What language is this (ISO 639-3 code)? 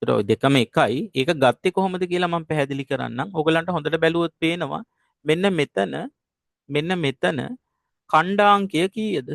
sin